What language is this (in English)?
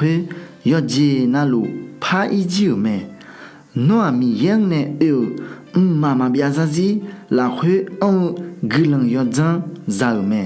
Akha